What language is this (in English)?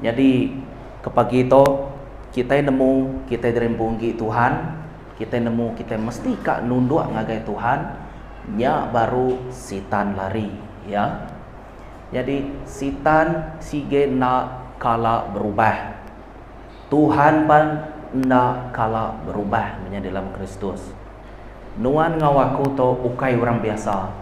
Iban